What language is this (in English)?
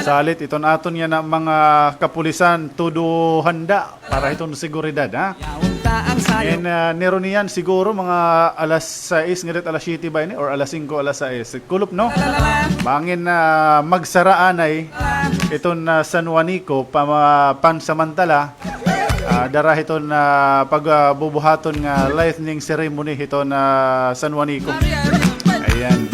Waray